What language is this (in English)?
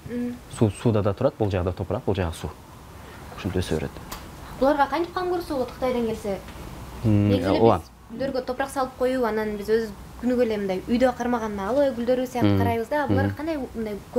Kyrgyz